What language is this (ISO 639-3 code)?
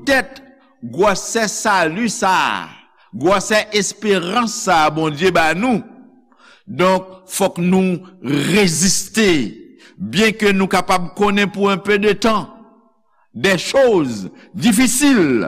hat